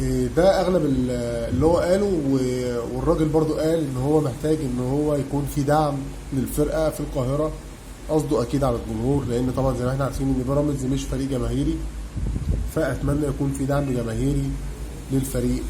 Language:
Egyptian Arabic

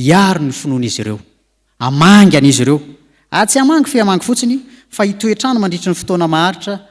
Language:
Malagasy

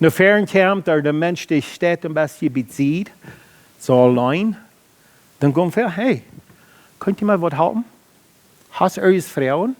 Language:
Plautdietsch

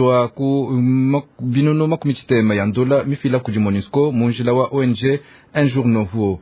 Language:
Luba-Lulua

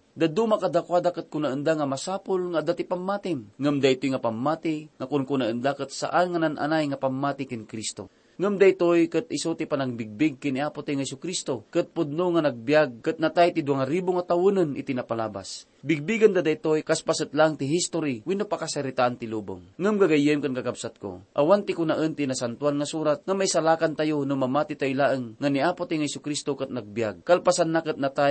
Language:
Iloko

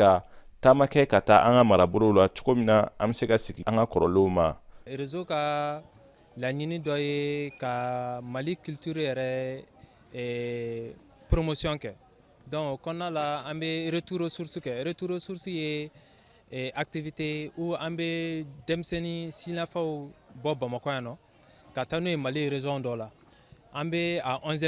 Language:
Bambara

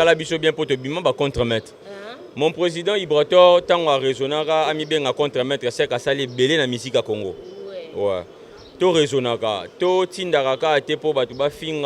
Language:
Lingala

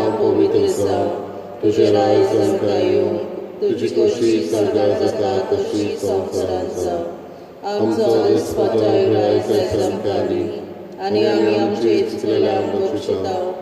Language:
Konkani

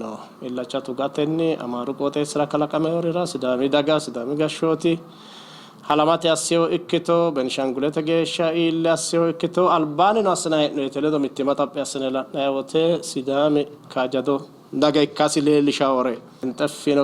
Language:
Sidamo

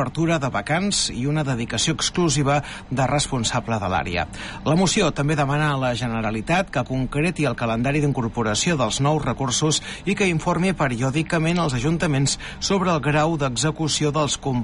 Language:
Catalan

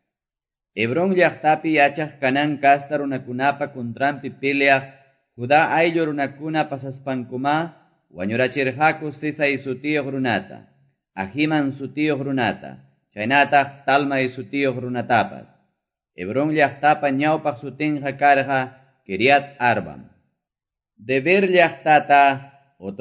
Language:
Quechua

